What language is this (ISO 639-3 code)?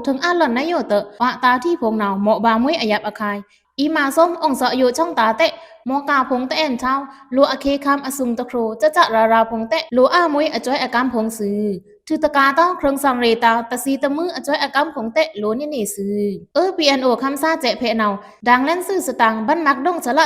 blk